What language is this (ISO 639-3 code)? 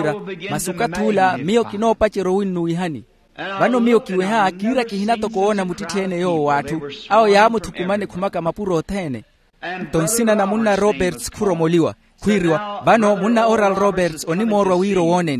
vmw